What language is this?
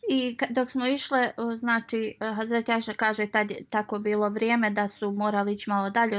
Bosnian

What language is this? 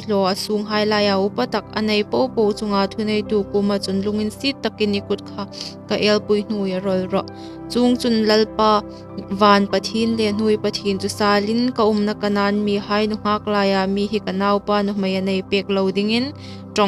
Hmar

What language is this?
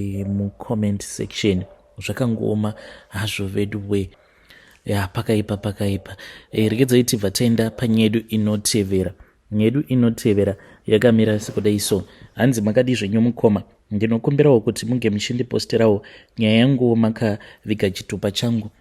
Shona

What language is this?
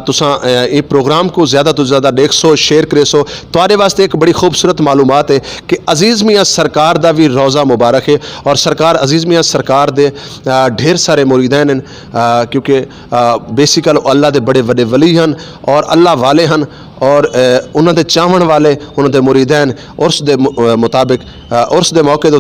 Saraiki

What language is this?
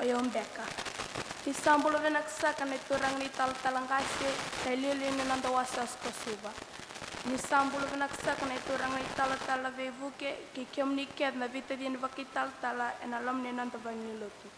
Fijian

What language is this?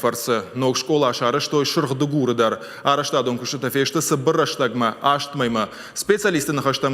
Ossetic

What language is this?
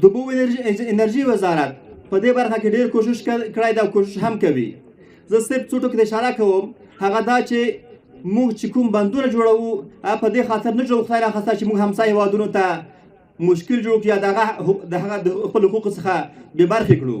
Pashto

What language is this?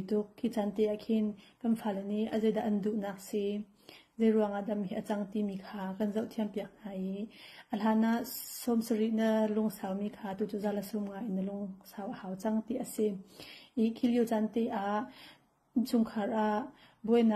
Hakha Chin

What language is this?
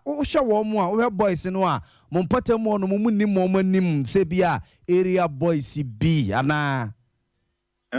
Akan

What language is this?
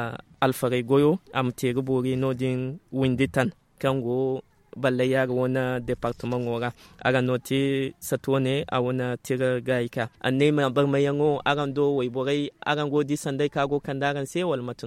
Zarma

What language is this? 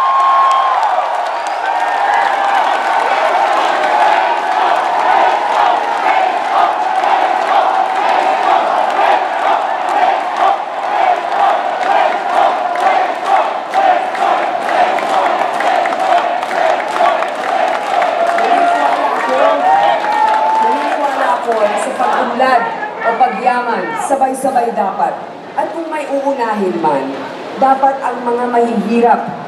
Filipino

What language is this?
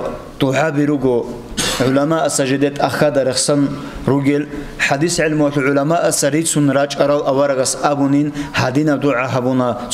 Avaric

